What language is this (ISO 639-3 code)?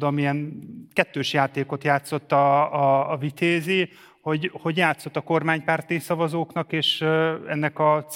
hun